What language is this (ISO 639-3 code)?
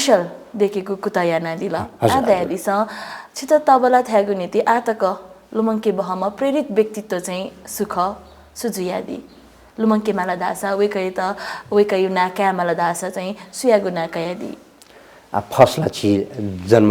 new